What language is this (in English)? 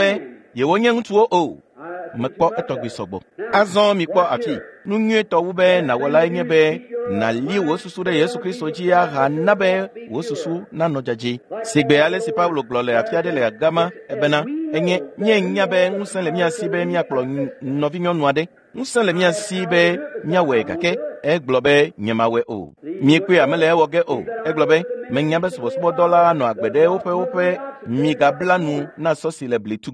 Ewe